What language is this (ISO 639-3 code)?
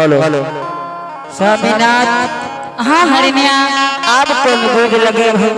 anp